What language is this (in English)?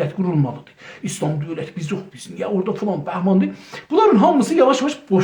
South Azerbaijani